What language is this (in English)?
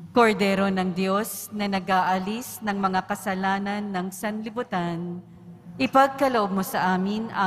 Filipino